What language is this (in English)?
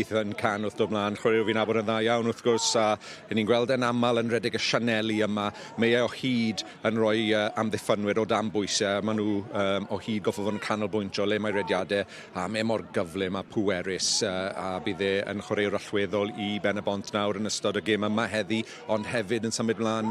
Welsh